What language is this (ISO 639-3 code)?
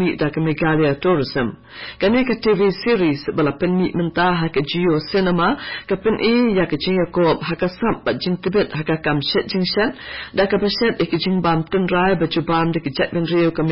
kha